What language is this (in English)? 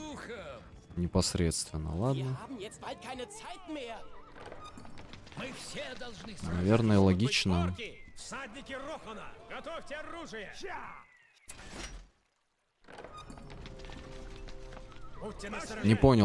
Russian